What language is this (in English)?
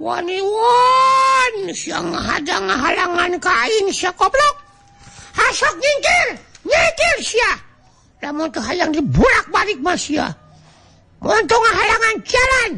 Sundanese